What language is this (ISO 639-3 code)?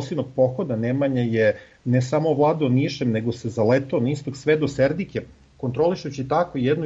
srp